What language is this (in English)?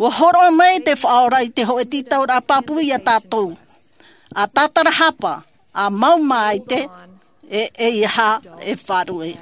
Tahitian